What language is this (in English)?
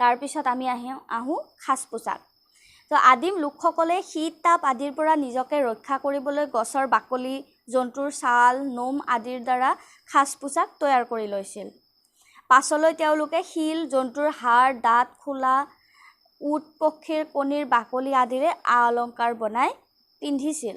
Assamese